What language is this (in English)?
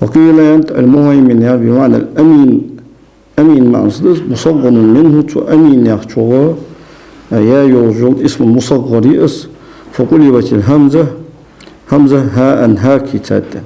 Ingush